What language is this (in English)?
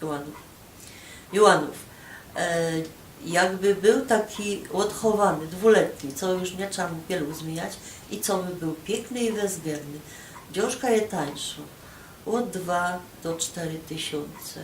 Silesian